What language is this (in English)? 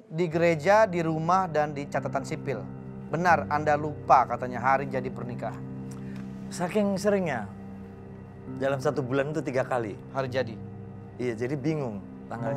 Indonesian